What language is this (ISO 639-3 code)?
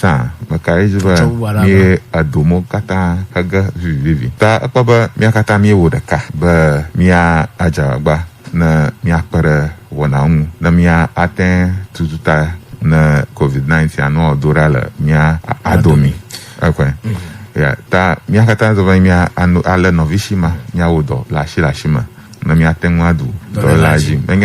ewe